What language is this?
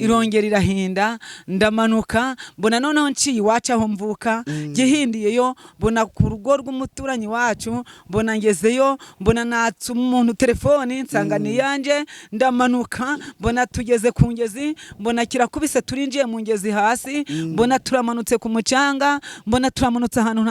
Kinyarwanda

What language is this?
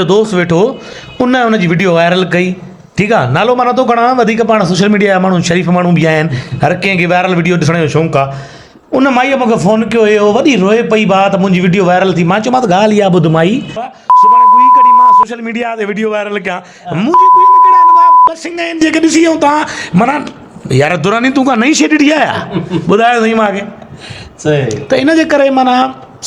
Sindhi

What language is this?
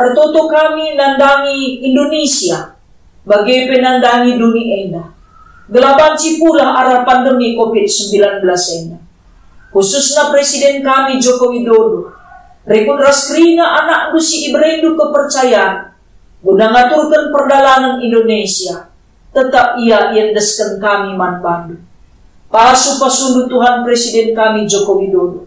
Batak Karo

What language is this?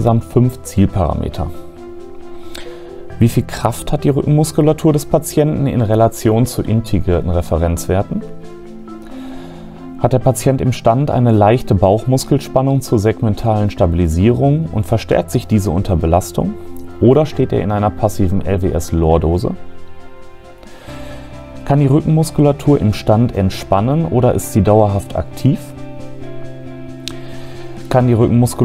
German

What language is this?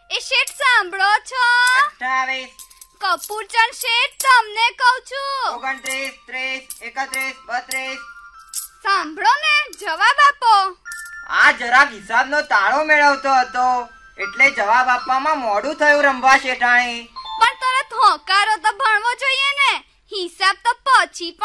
Gujarati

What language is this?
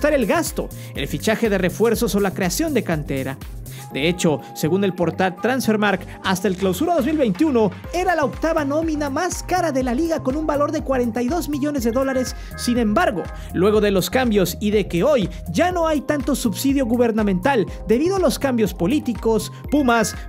Spanish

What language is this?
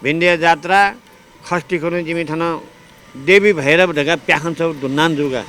Newari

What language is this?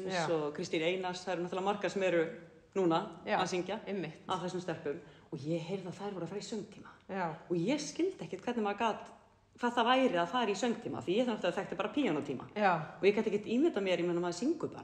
Icelandic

